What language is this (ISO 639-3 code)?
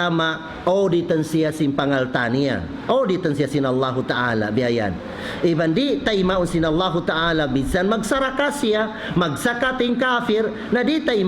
tsg